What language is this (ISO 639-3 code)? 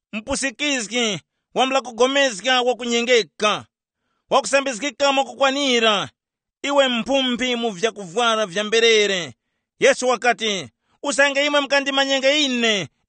tum